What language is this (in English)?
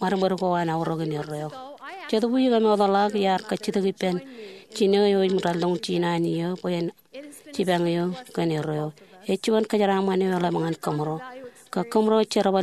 Marshallese